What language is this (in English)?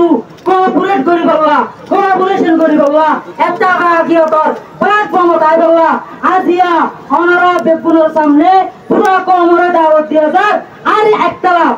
Rohingya